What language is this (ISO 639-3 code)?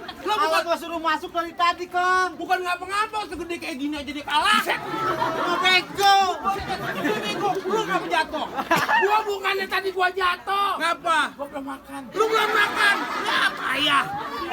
bew